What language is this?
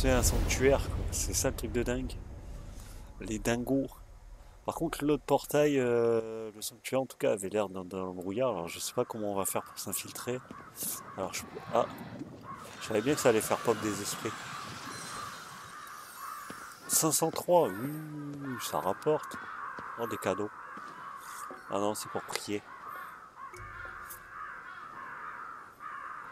French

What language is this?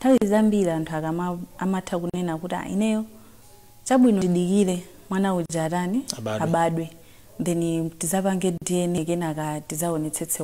Nyanja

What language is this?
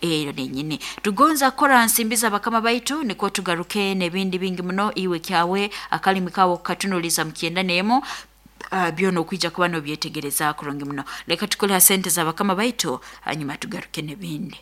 Nyoro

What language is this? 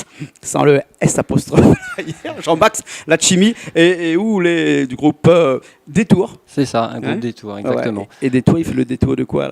Réunion Creole French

